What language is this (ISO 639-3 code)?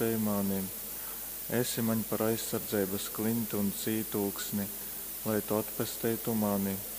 ltg